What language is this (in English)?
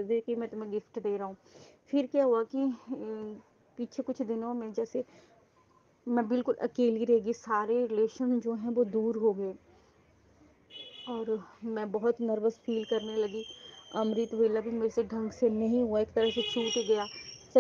Hindi